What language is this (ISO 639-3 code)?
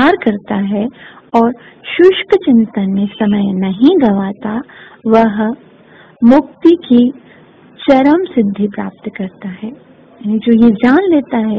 hin